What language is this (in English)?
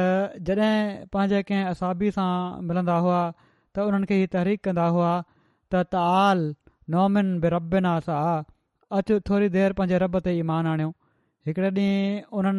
Sindhi